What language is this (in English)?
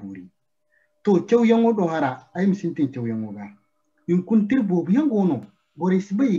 Zarma